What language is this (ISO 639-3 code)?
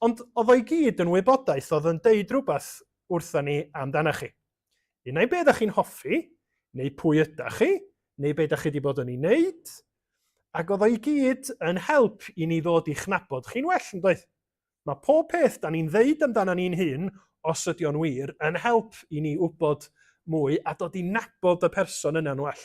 cym